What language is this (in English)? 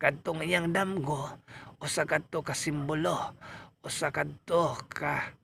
Cebuano